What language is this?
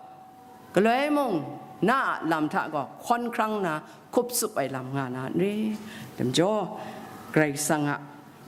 Kachin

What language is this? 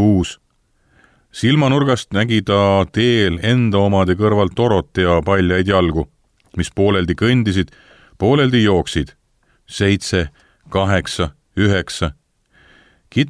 Estonian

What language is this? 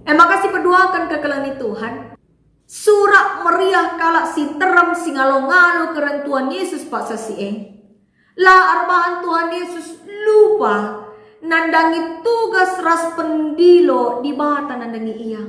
Batak Karo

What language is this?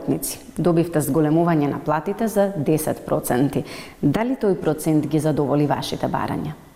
Macedonian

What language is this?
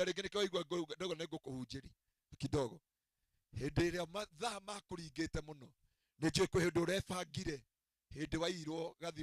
Kikuyu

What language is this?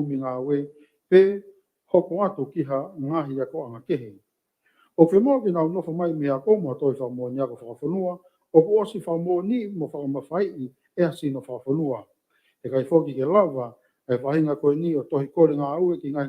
Tongan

